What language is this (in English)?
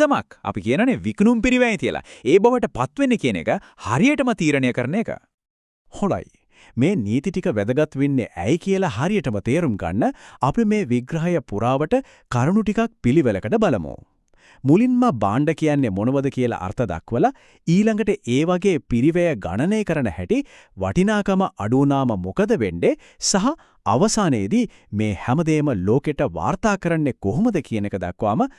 Sinhala